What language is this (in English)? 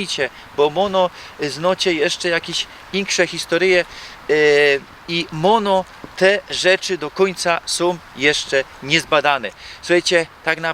Silesian